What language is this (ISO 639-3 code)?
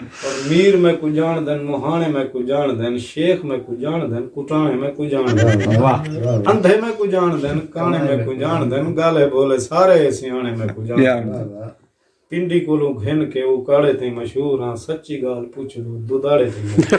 skr